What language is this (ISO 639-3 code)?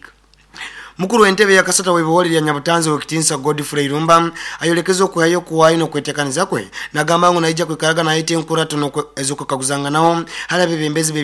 nyo